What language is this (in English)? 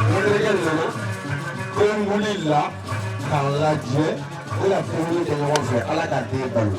Bambara